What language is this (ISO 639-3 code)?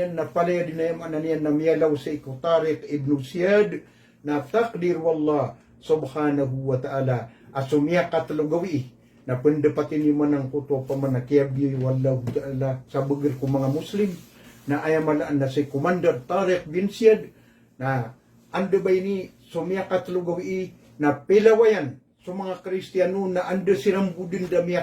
mrw